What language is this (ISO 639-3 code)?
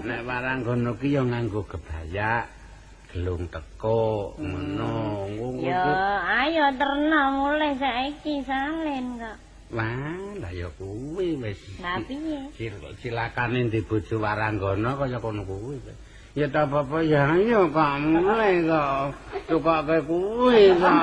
jav